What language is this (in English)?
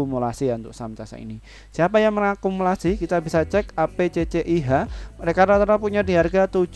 Indonesian